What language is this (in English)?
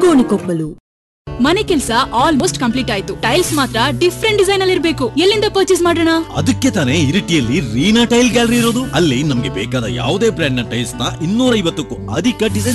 Kannada